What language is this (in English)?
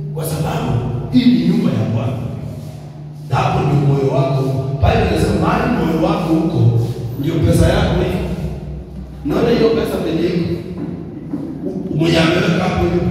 Swahili